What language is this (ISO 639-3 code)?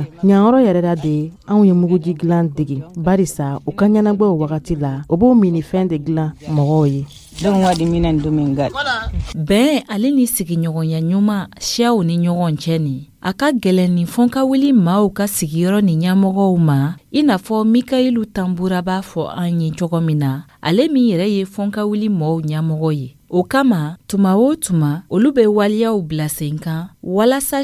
dyu